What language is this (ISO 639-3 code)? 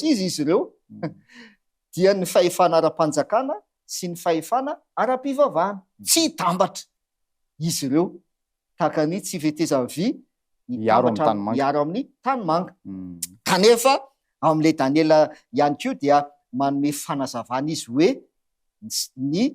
mlg